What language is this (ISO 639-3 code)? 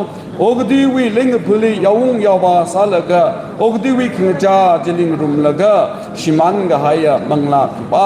nmf